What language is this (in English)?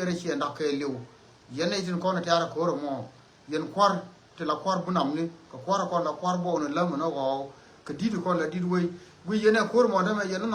Nuer